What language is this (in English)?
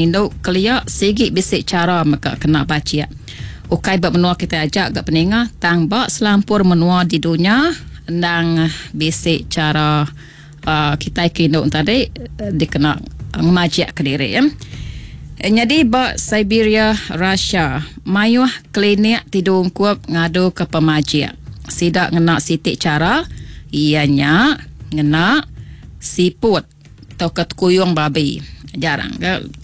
Iban